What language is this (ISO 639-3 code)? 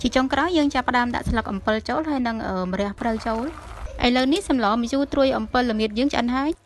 khm